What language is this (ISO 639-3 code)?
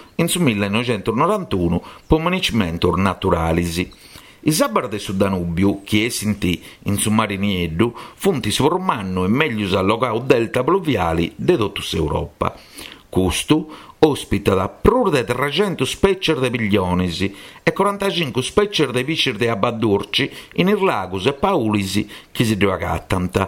srd